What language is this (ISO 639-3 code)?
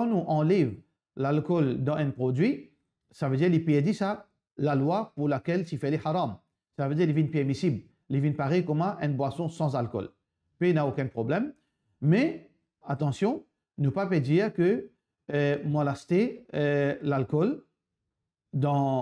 mfe